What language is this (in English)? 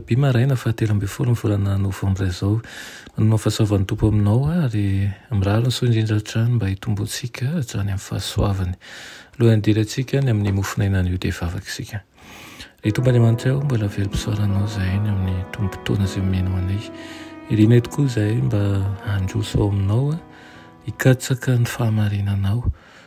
Malagasy